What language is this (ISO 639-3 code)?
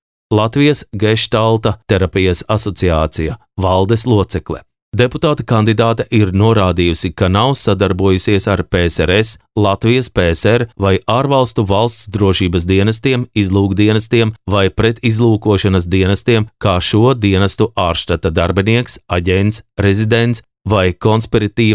lav